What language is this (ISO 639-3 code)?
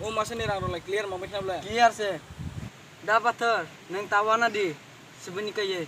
trp